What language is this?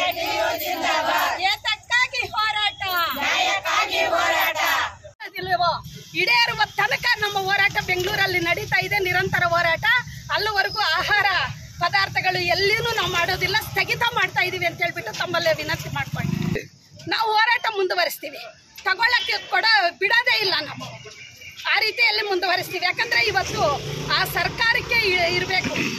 Kannada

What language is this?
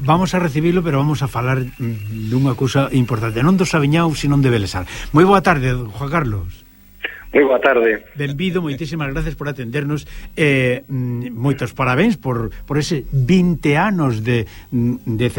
Galician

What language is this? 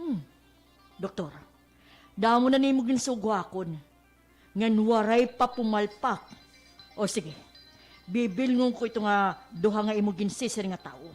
Waray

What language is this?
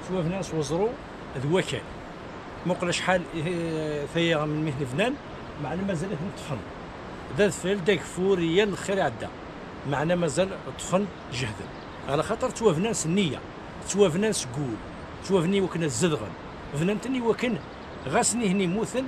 Kabyle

